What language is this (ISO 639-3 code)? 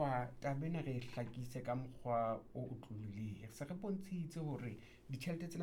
sot